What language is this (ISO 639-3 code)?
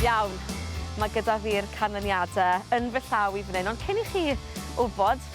cym